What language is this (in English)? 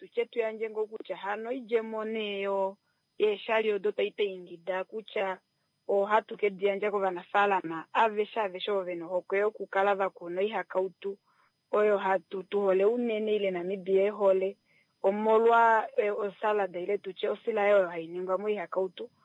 Kuanyama